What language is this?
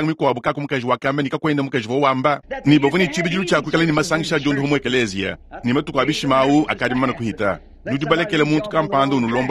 Luba-Lulua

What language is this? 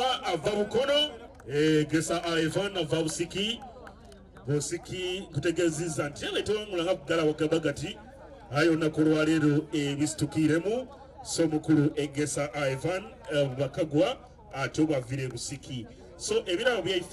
Soga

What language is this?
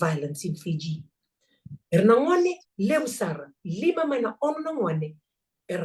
Fijian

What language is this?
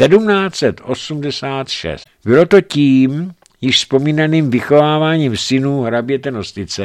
Czech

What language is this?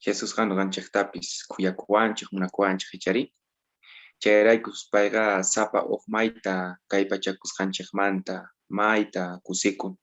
South Bolivian Quechua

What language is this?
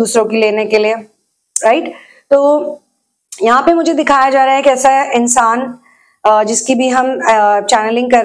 Hindi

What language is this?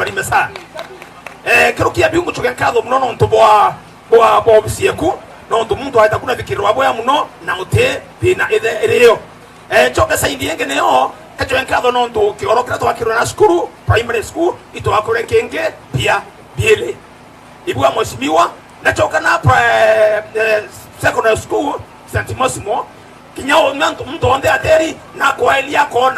Meru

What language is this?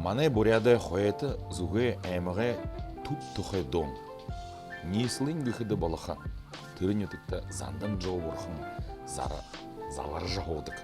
Buriat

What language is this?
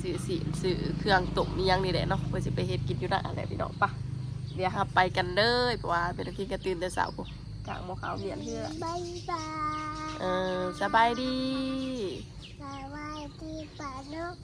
Lao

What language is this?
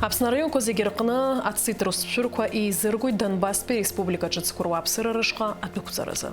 Abkhazian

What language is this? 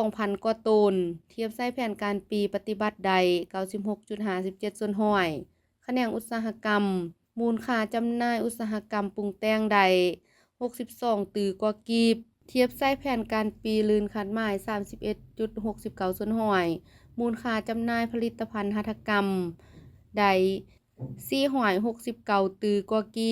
Lao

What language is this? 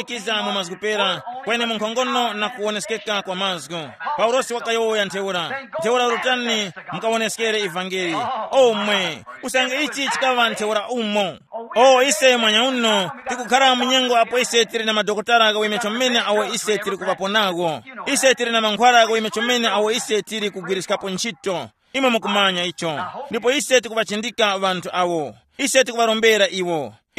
Tumbuka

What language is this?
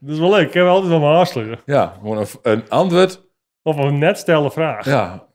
Western Frisian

